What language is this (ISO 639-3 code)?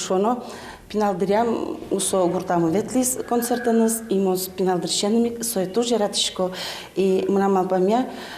udm